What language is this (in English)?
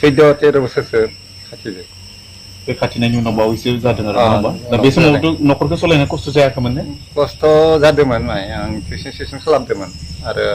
Bodo